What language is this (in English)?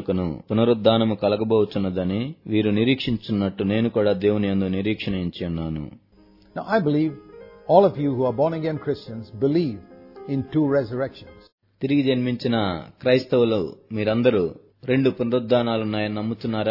Telugu